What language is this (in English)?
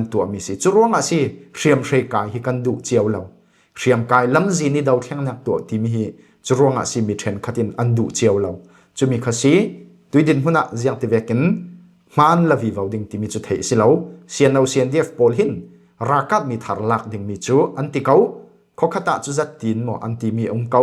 Falam Chin